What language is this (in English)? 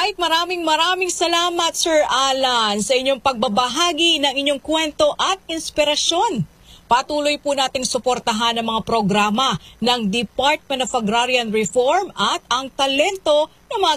Filipino